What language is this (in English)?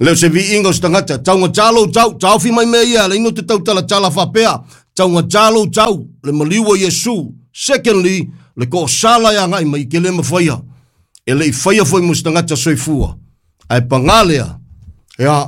Samoan